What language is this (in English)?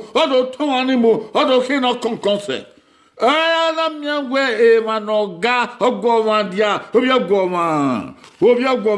Bini